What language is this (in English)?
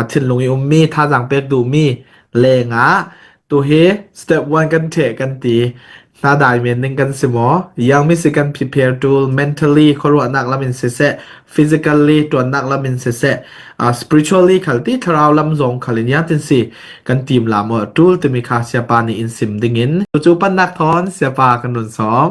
Hakha Chin